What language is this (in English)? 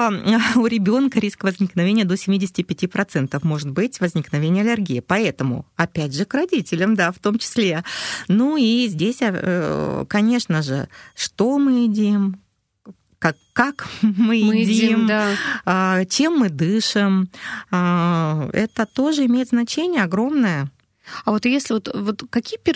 Russian